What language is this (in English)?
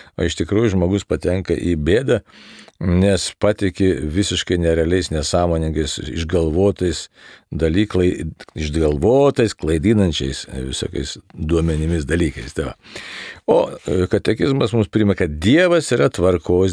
Lithuanian